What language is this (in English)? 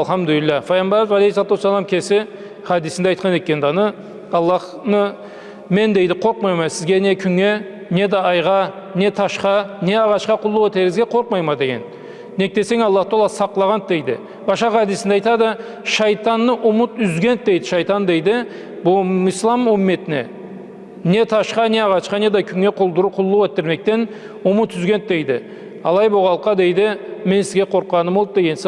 Karachay-Balkar